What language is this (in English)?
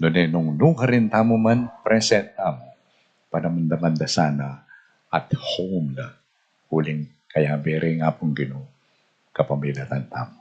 Pampanga